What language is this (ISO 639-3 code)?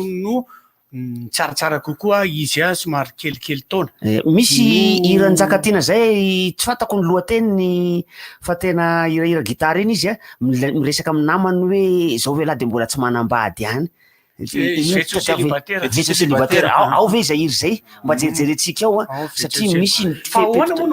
mlg